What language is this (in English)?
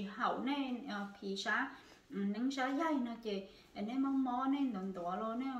Hmong